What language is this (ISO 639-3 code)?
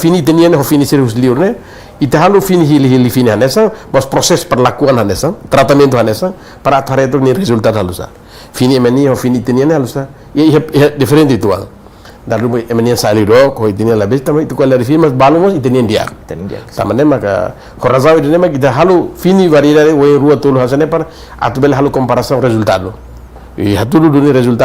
tet